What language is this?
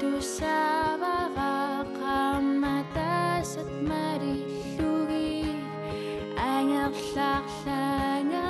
Kalaallisut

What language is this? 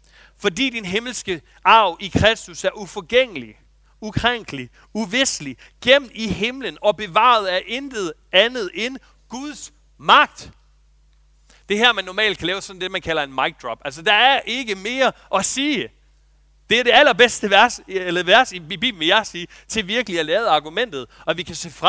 Danish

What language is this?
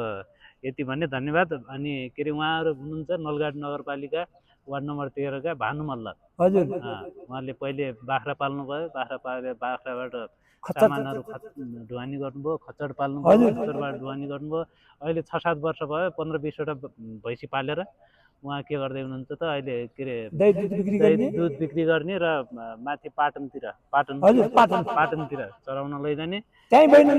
Nepali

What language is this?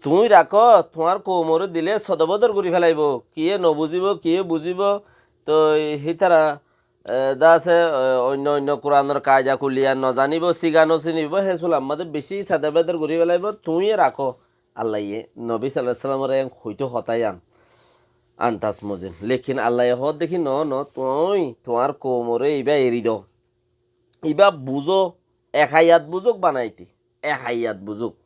Rohingya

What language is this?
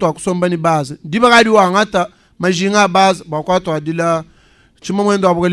Luba-Lulua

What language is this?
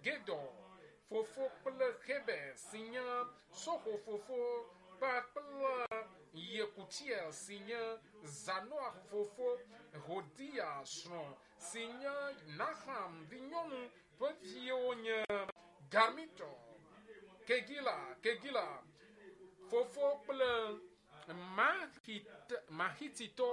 Ewe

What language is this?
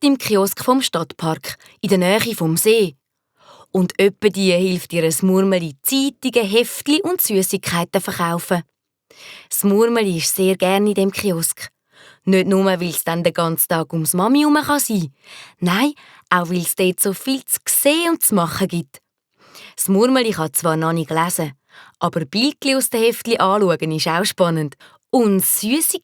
Swiss German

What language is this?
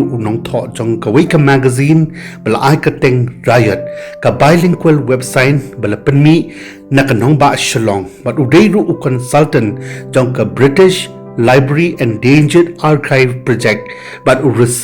Khasi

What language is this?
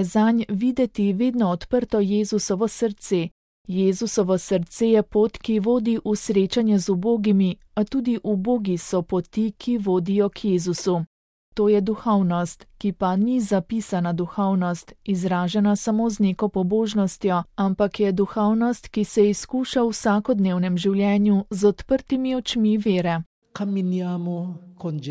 Slovenian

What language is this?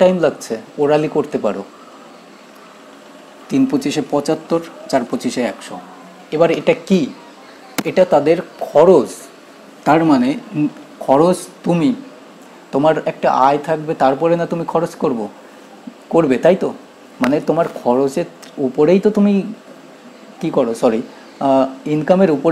Bangla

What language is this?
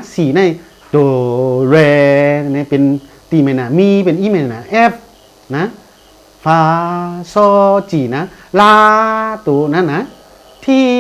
Shan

